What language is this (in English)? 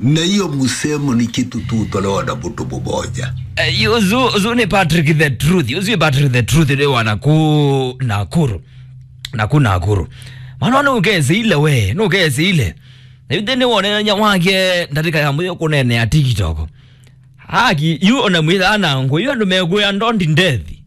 Kamba